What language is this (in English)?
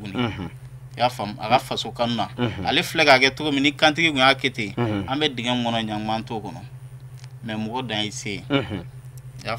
Bambara